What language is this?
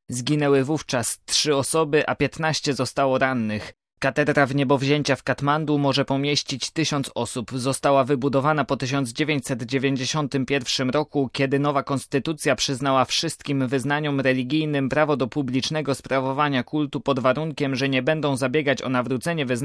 Polish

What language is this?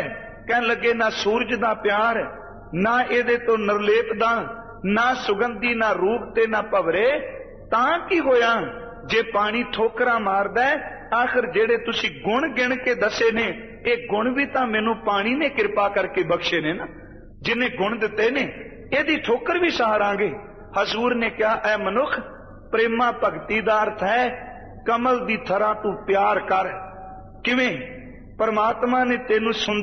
Punjabi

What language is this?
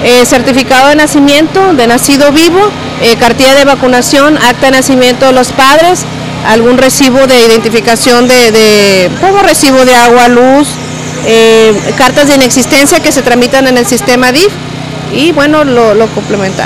Spanish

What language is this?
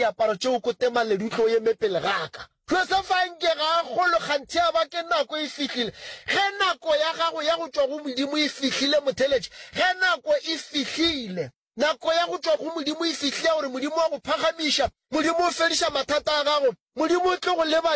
Northern Sotho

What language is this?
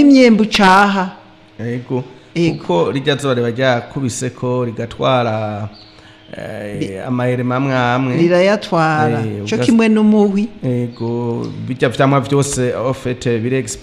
Rundi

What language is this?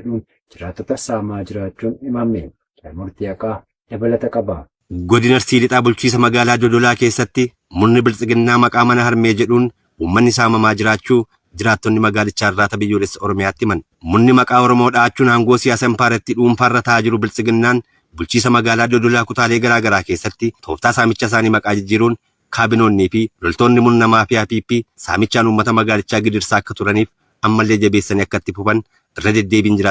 Oromo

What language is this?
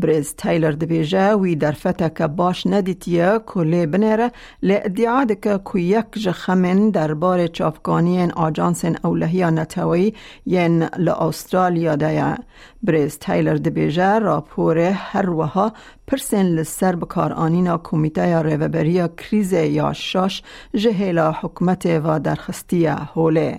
Kurdish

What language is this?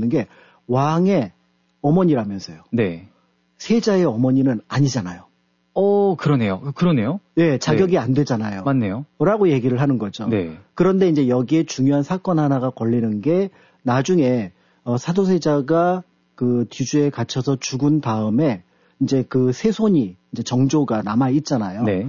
Korean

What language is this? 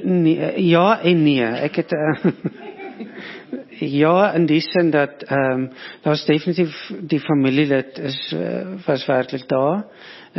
Afrikaans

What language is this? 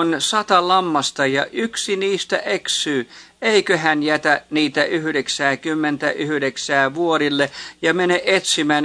Finnish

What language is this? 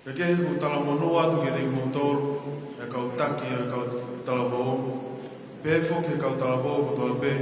Tongan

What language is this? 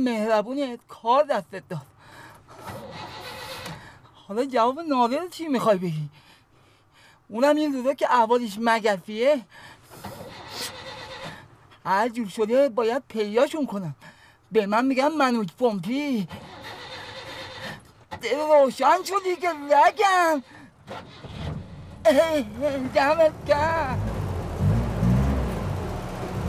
Persian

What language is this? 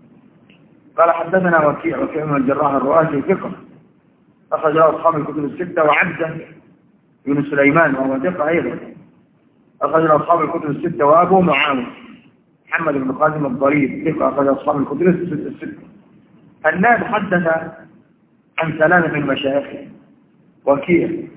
Arabic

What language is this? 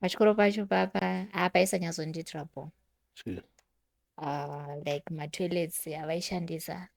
Shona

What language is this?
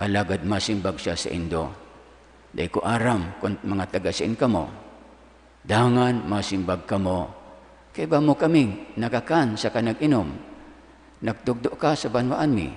Bikol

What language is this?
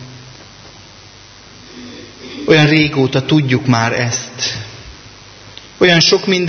Hungarian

